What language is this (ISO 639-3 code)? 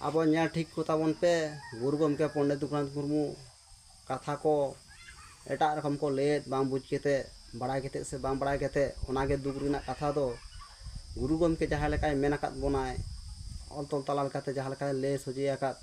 sat